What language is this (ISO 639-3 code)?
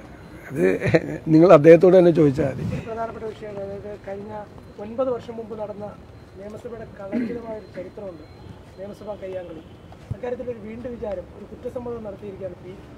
mal